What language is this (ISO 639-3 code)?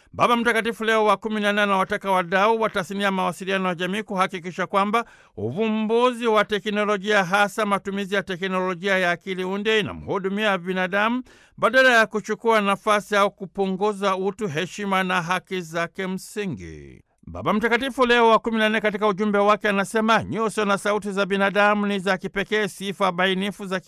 swa